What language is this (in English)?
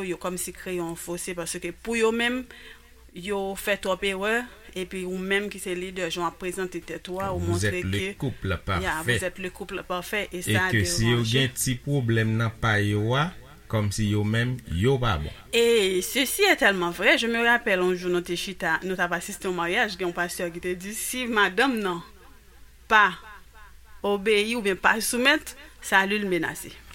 Haitian Creole